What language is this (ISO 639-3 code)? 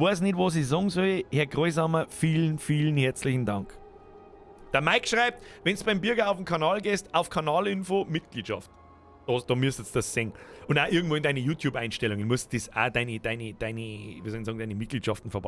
bar